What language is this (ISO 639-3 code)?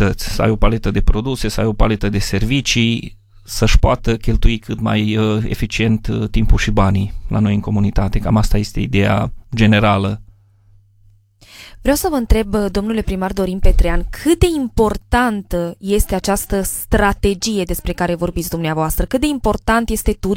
ron